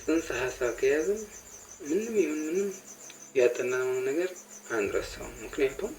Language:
Amharic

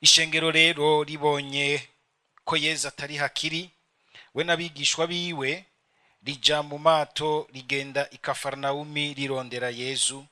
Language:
Rundi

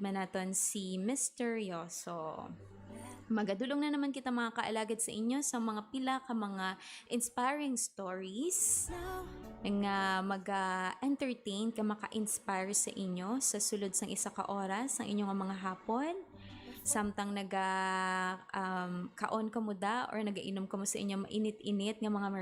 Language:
Hiligaynon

